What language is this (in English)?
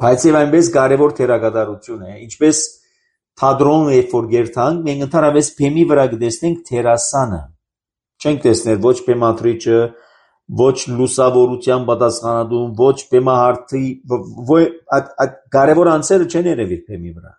Armenian